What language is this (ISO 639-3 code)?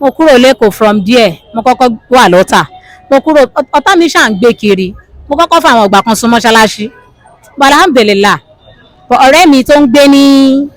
yor